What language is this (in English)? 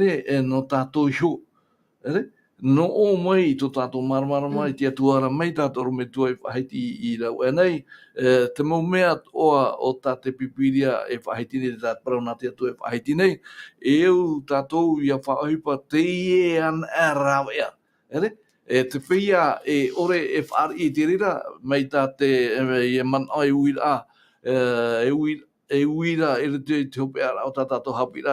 Tahitian